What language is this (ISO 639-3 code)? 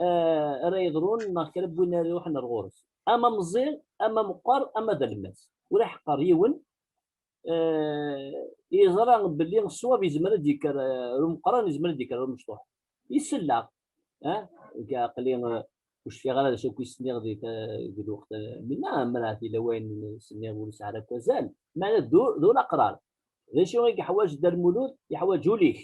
kab